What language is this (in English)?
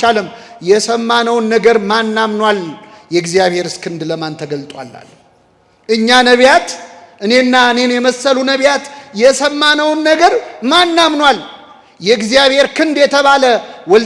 Amharic